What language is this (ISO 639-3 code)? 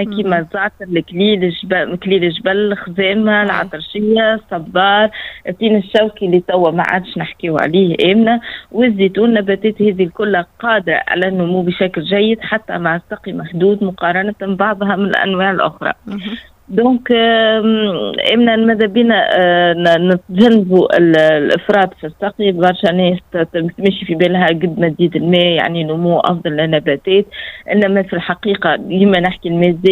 aeb